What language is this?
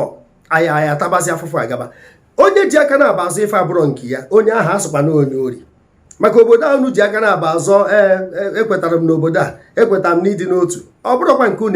Igbo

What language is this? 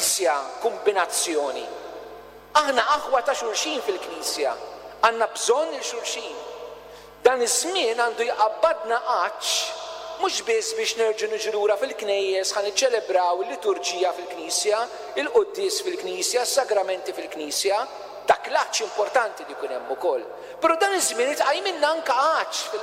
Maltese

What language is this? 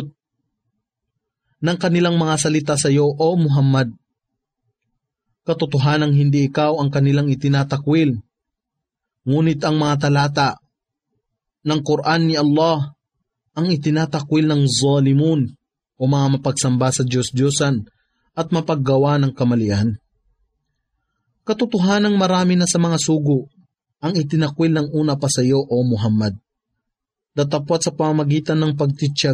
Filipino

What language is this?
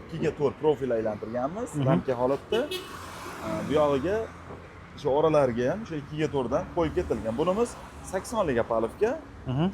Uzbek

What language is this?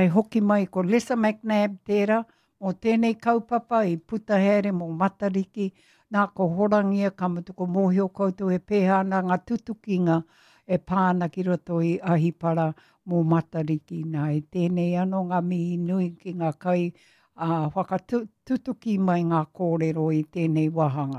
Māori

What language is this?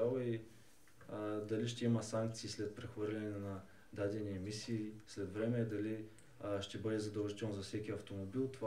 Bulgarian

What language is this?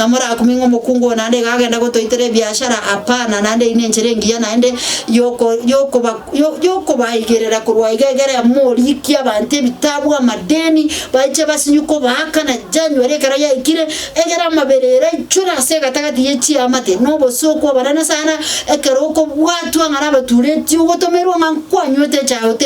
Gusii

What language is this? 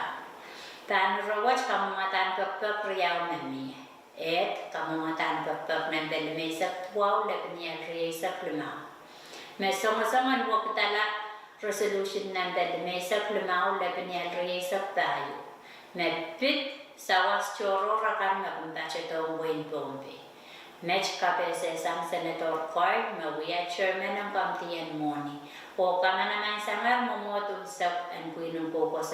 Pohnpeian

